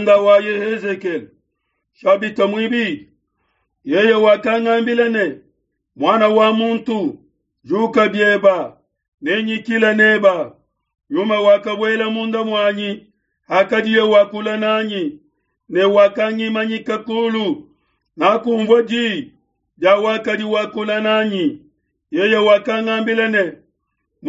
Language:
Luba-Lulua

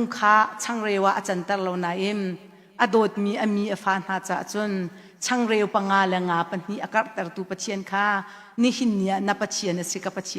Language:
Hakha Chin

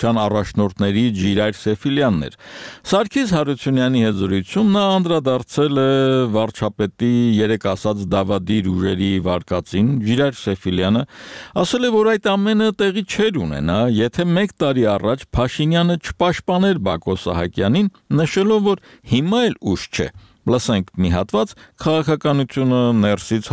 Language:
Armenian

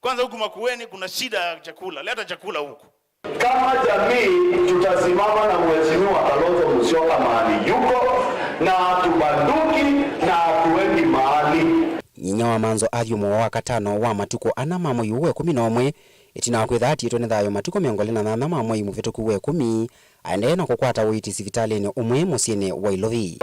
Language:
Kamba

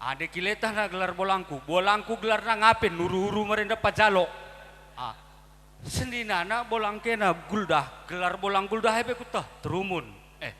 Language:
Batak Karo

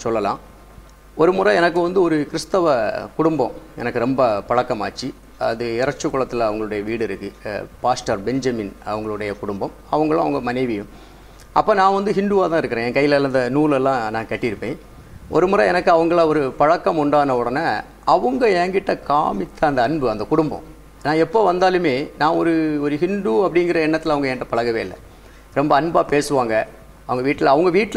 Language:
Tamil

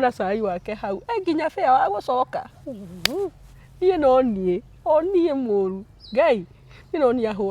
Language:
Kikuyu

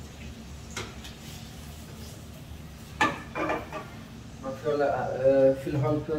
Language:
Persian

